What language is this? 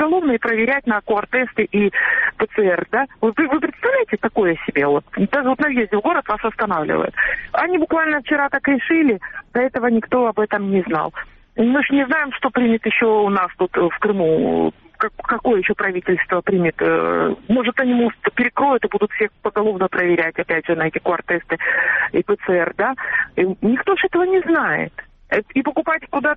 Russian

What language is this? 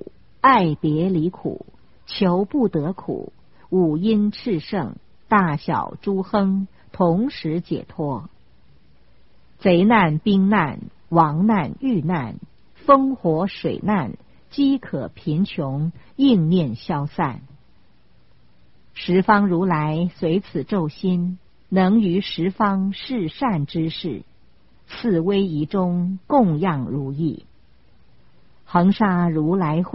Chinese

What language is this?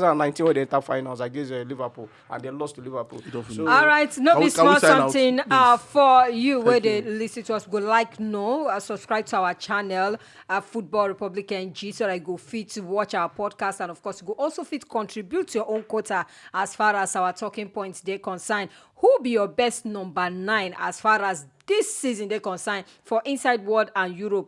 Nigerian Pidgin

